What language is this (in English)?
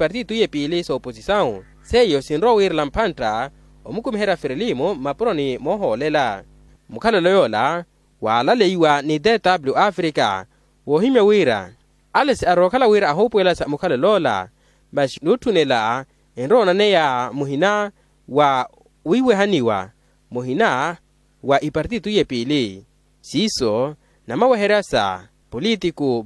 Makhuwa